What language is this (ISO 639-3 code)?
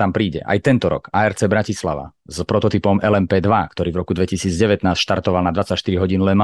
slk